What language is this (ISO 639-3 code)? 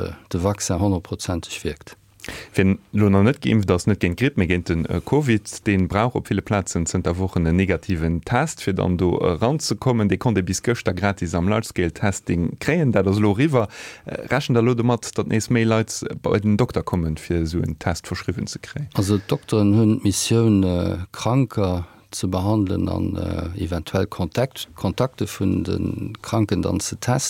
ltz